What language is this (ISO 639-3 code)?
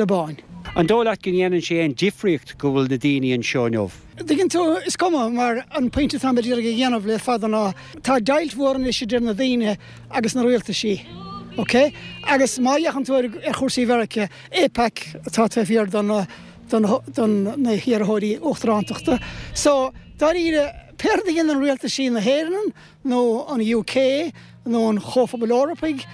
gle